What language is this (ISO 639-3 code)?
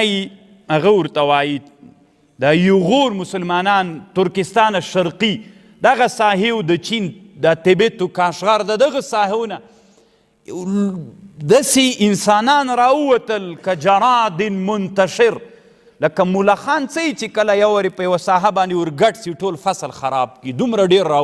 pus